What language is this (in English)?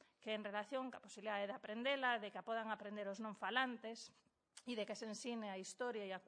Galician